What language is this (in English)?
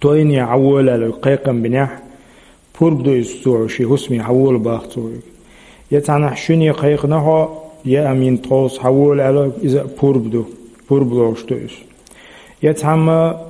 Chechen